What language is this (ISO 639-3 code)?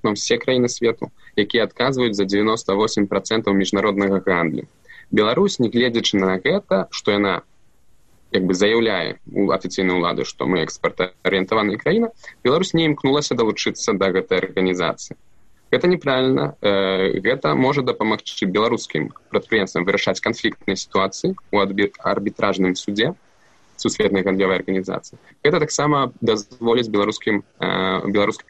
bel